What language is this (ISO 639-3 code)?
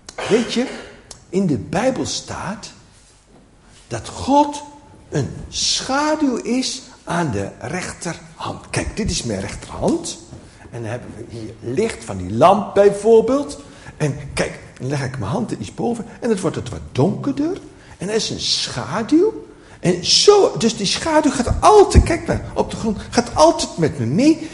nld